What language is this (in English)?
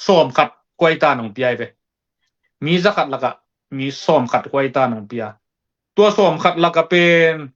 Tedim Chin